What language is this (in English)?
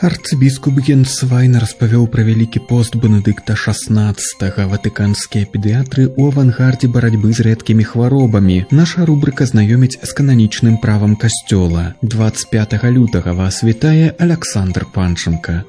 Belarusian